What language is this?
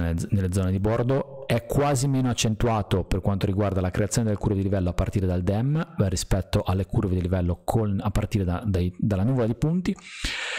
Italian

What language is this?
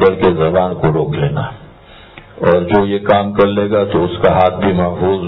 Urdu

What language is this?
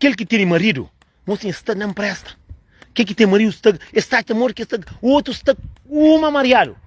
Kabuverdianu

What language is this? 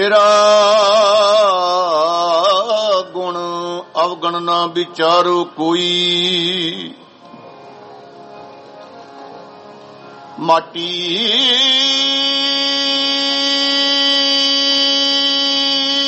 Punjabi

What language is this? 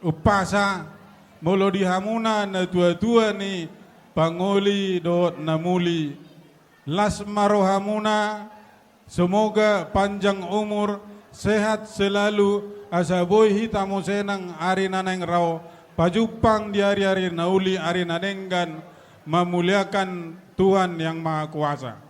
Batak Toba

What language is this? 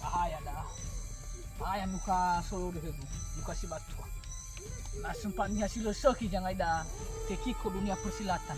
Nias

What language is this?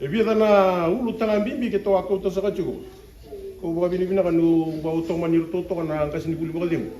Fijian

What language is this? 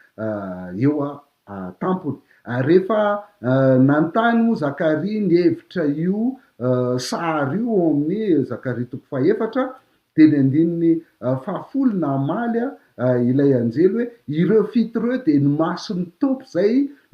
Malagasy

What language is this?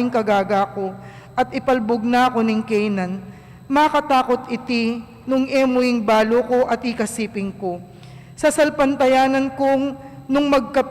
Pampanga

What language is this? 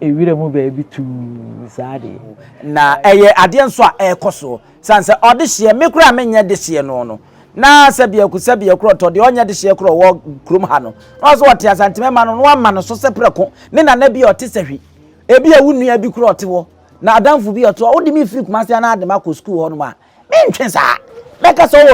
Akan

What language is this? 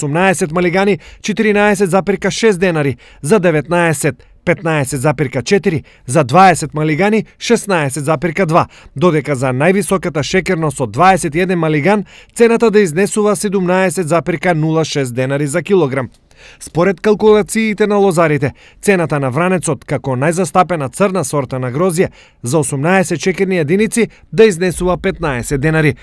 Macedonian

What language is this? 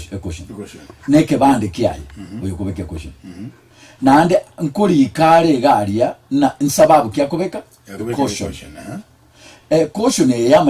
Gusii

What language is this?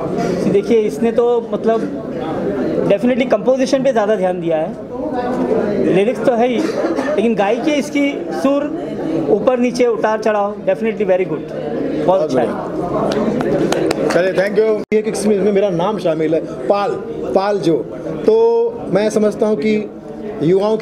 Hindi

